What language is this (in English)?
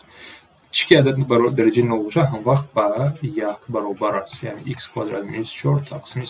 Tajik